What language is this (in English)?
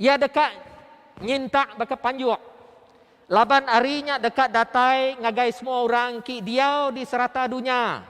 Iban